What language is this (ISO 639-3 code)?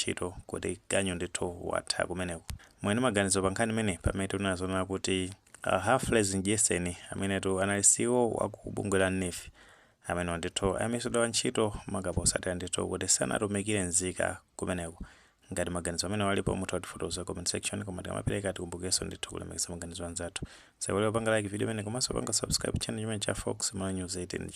nya